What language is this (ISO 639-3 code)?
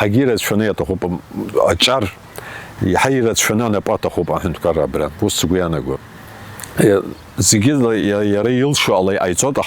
abk